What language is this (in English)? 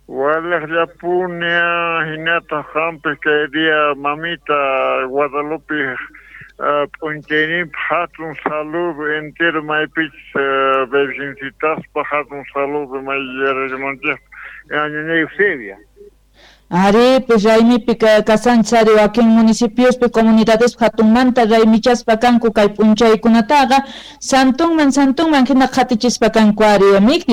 Quechua